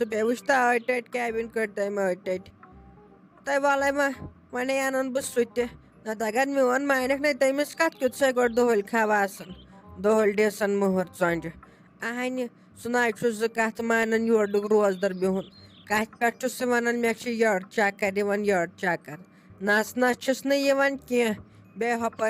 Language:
Kashmiri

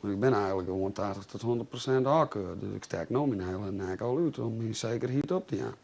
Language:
Western Frisian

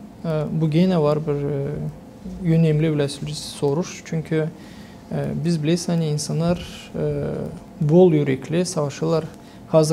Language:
Gagauz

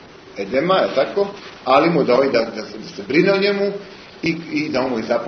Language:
Croatian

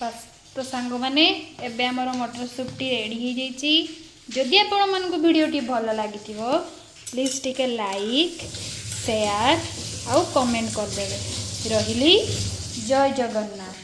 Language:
Odia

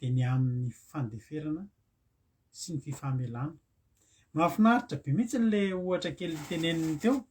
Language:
Malagasy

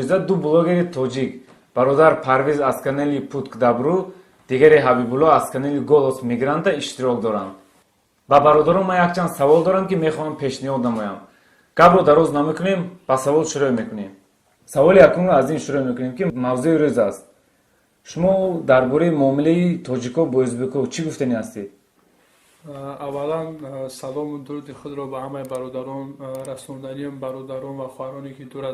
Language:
Tajik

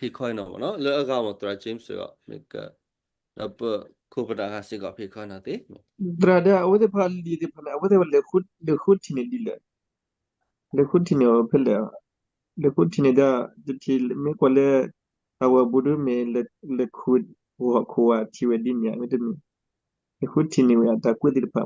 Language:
S'gaw Karen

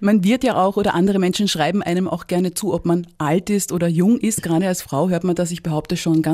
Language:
German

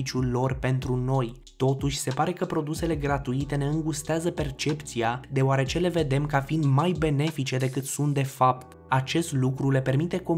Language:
Romanian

